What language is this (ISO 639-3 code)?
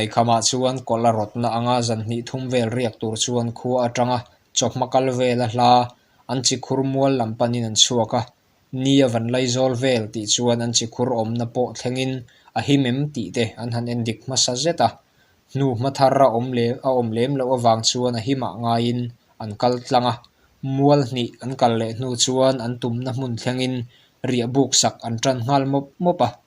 lus